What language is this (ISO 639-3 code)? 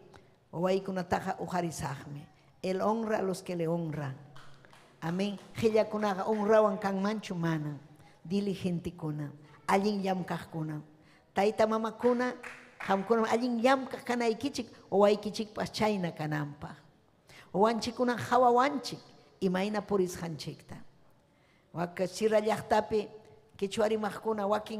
quy